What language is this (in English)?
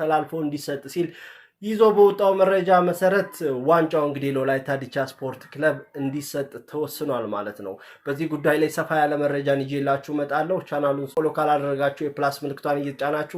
Amharic